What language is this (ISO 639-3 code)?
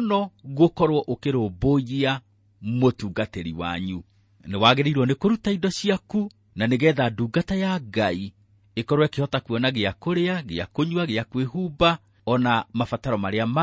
kik